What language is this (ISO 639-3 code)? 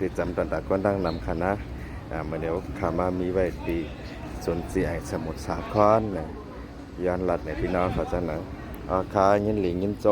shn